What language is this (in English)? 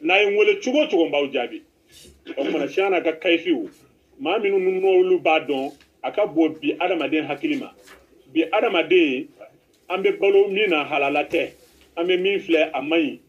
Bambara